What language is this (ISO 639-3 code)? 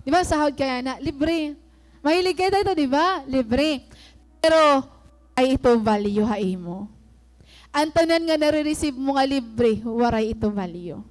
war